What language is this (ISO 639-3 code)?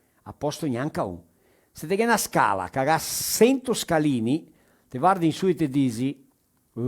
vec